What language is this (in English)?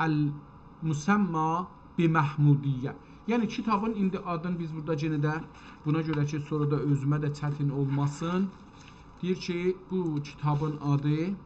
South Azerbaijani